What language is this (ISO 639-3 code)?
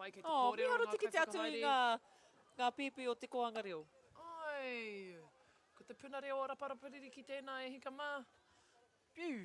mri